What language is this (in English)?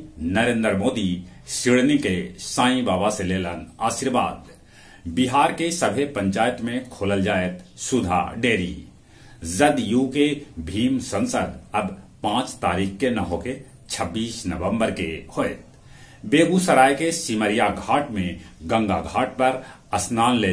Magahi